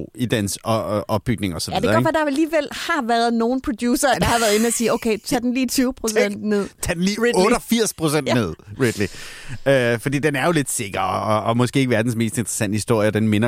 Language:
Danish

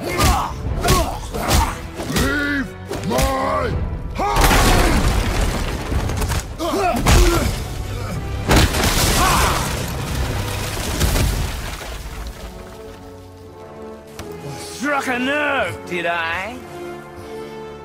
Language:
English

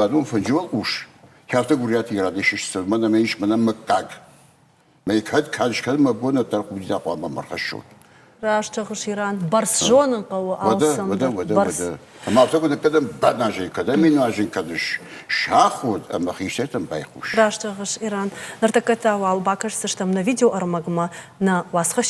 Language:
Ossetic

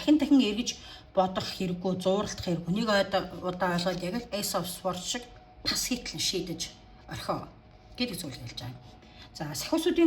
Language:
Mongolian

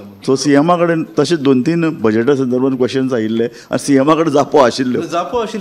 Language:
Konkani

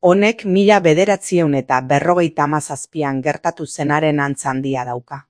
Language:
Basque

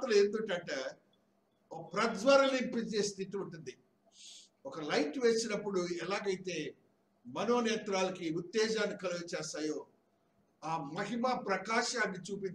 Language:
Telugu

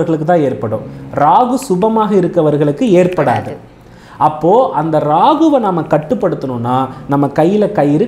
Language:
Tamil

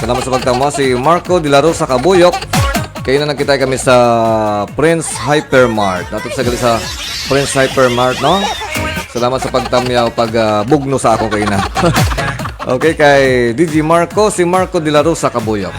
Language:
Hiligaynon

